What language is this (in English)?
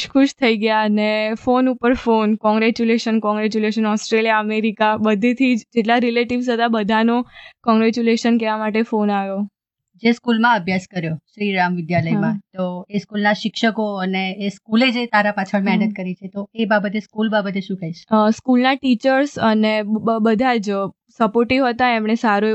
Gujarati